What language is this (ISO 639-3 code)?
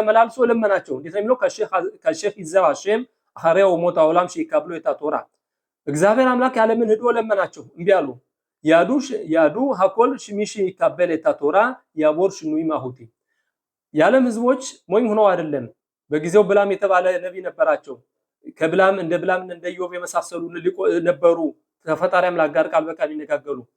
amh